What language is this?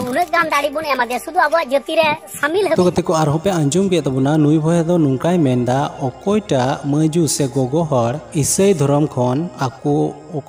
Santali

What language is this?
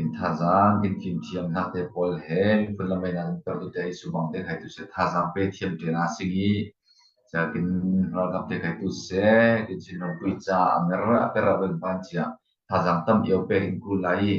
Falam Chin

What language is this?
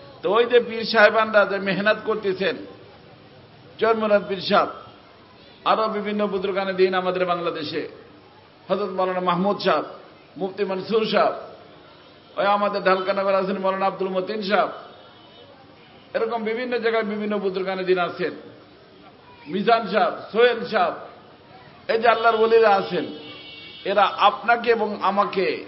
Bangla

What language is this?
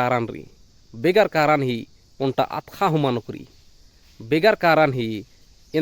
Kurukh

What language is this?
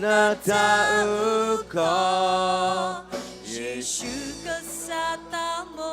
S'gaw Karen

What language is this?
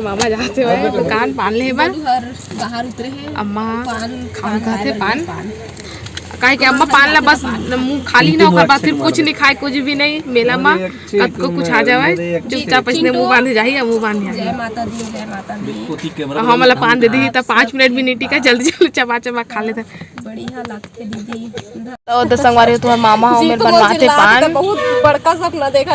Chhattisgarhi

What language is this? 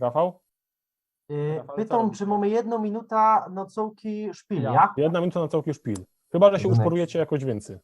Silesian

